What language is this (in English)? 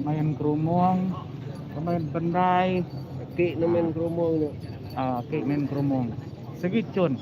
Iban